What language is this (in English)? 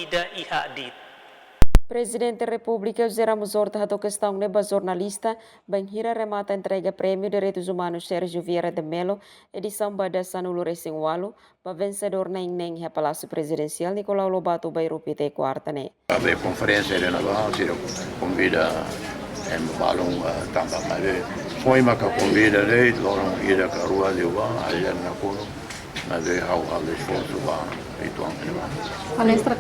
Tetum